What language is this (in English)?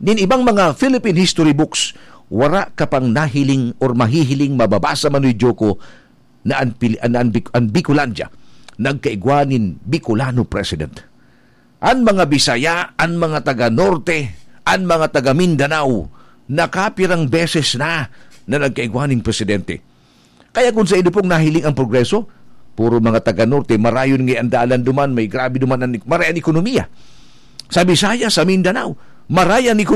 Bikol